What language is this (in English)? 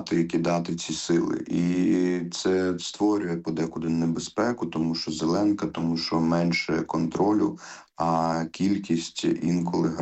Ukrainian